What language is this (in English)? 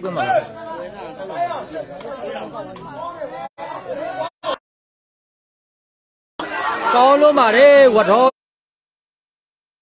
Burmese